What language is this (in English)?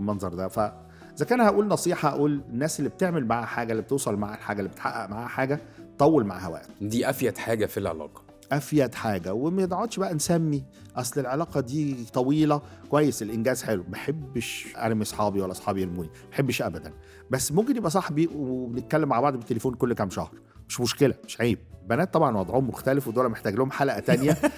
Egyptian Arabic